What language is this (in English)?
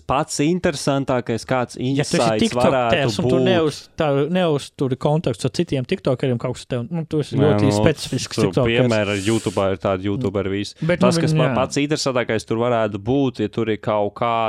Latvian